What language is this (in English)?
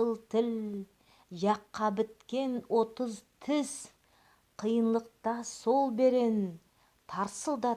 Nogai